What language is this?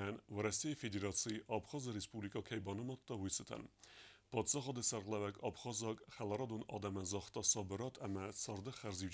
Ossetic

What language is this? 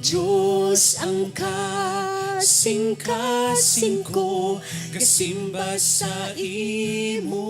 Hiligaynon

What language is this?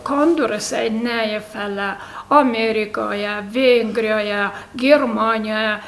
Ossetic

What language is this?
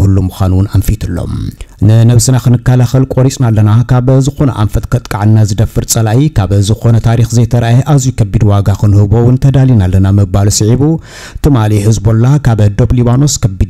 Tigrinya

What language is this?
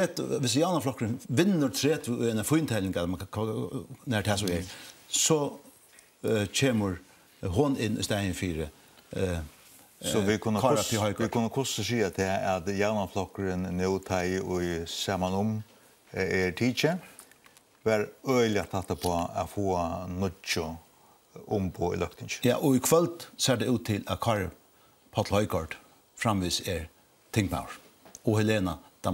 Faroese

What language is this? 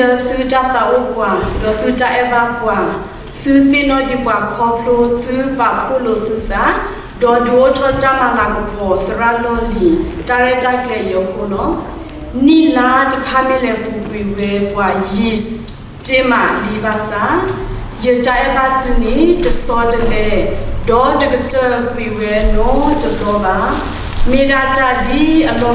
S'gaw Karen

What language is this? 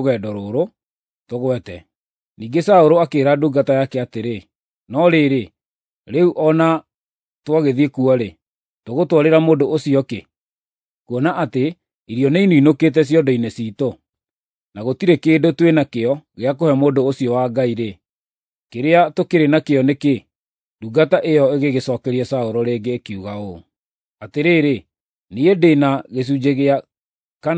Kikuyu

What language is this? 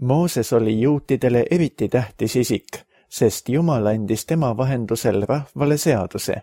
Estonian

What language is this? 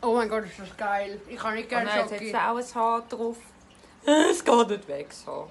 Swiss German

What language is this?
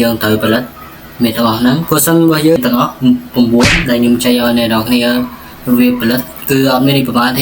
Khmer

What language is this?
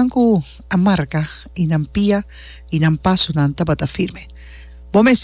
Papiamento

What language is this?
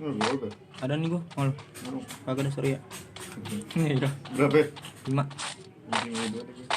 Betawi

